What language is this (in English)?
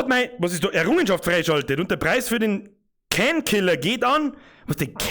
Bavarian